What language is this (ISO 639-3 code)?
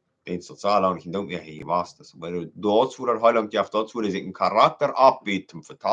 pdt